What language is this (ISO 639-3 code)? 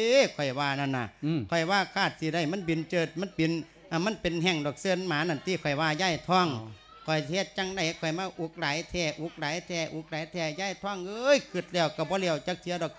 lao